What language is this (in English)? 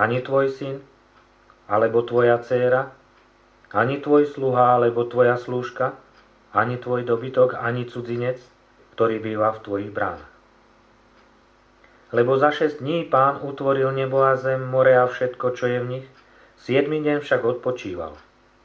Slovak